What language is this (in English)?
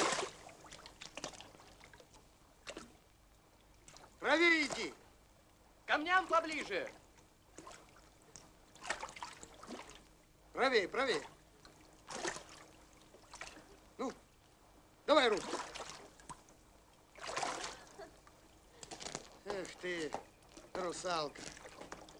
Russian